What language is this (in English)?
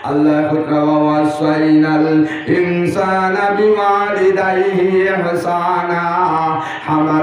Sylheti